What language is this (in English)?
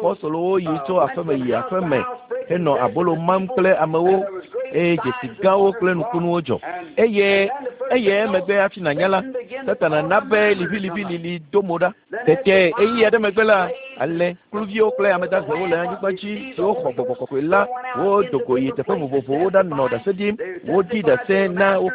Ewe